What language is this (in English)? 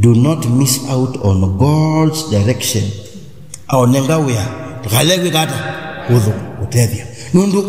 Kamba